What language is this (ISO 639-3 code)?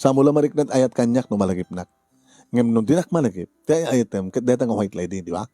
ilo